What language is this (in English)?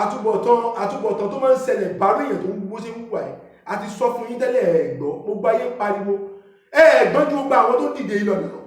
Yoruba